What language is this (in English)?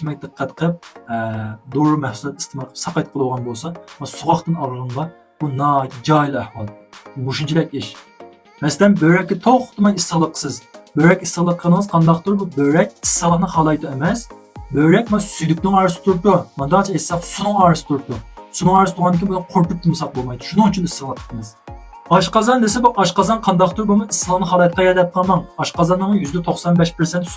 Uyghur